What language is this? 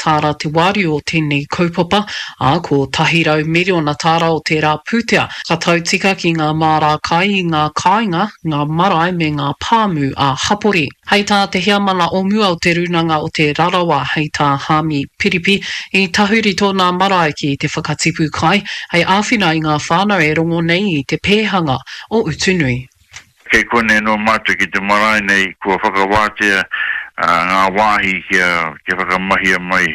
Māori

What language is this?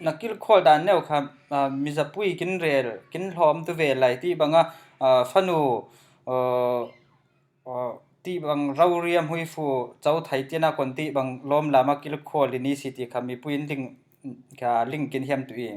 Falam Chin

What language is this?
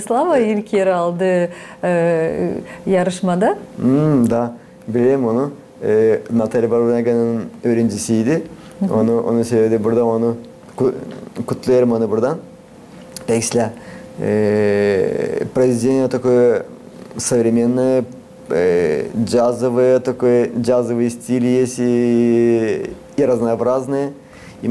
Gagauz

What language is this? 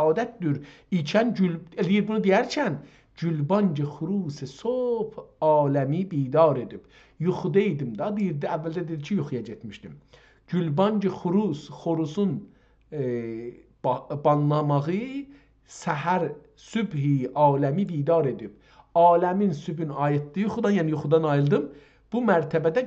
South Azerbaijani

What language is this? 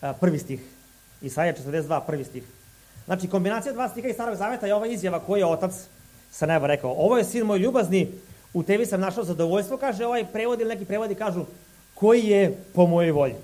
Serbian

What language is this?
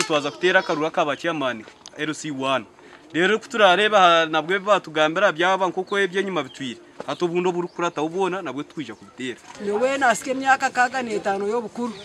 Nyankole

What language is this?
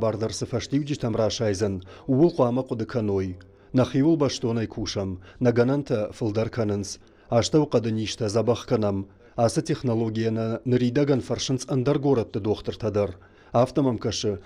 Ossetic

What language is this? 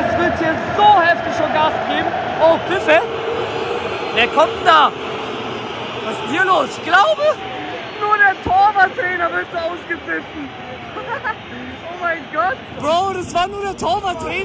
German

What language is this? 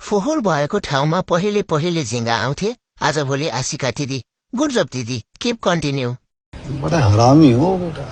Nepali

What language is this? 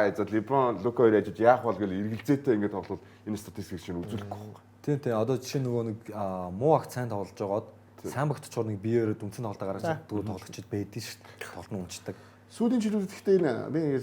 Mongolian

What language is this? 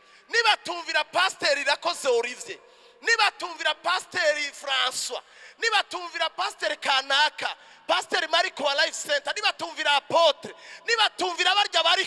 Rundi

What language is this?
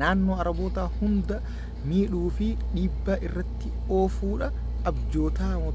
Oromo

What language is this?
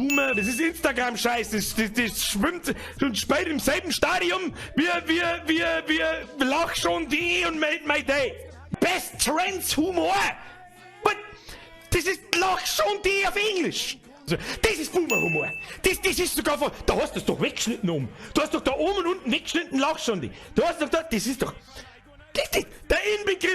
Bavarian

